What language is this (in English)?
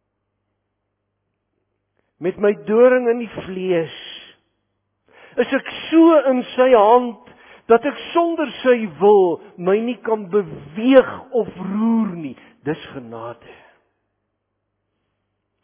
Afrikaans